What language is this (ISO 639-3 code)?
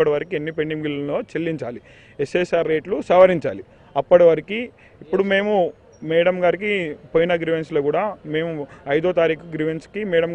tel